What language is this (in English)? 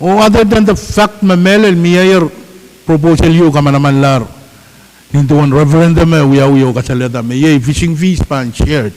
Pohnpeian